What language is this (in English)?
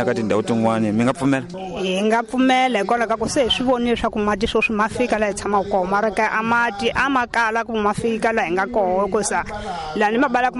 Tsonga